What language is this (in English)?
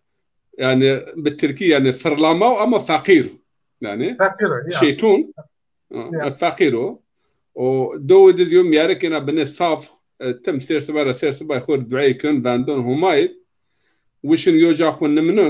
Zaza